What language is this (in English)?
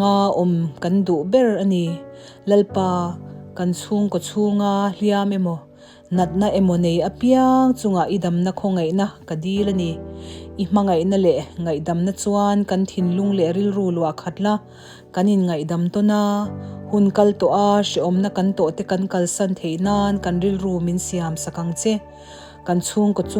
Mizo